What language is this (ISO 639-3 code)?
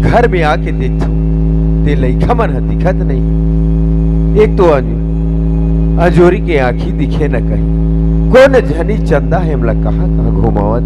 hne